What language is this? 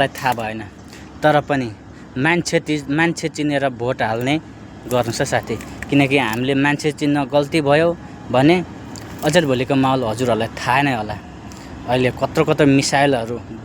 Nepali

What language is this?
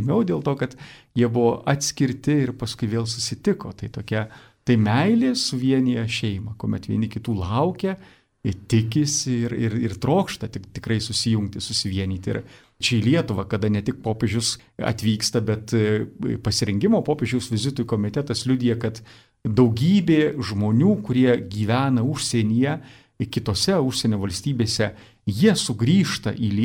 Lithuanian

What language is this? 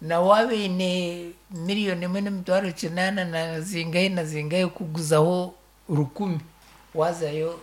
Nyankole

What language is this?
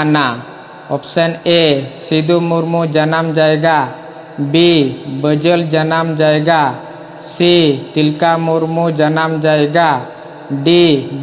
Santali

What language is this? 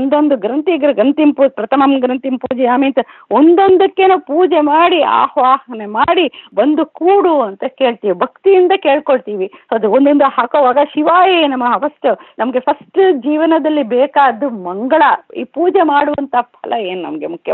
Kannada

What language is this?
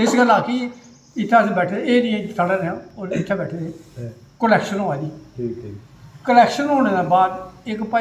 Dogri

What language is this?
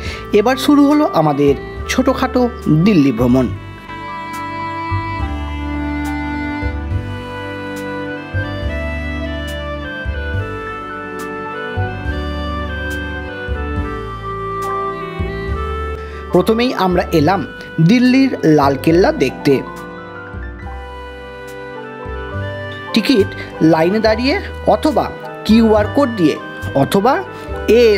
Bangla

